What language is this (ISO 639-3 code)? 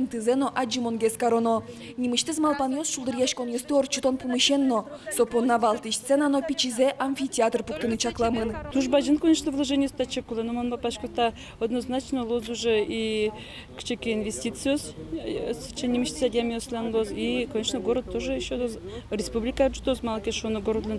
udm